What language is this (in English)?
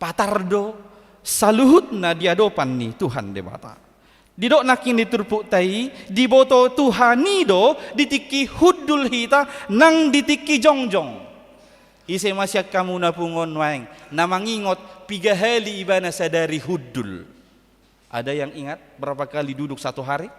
Batak Toba